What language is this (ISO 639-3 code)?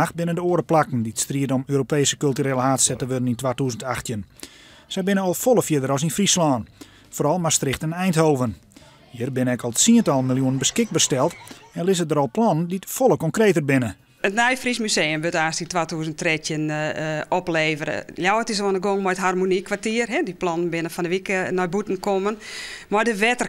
fry